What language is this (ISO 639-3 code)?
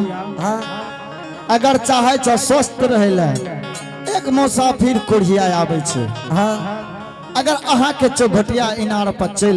anp